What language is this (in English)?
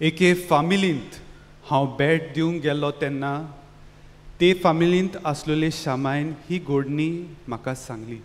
Konkani